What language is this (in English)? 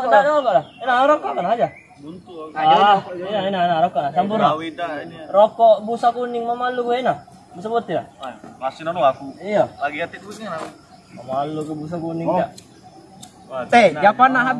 Musi